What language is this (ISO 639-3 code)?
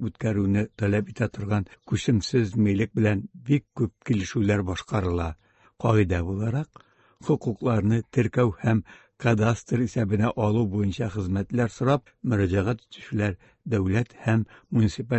tat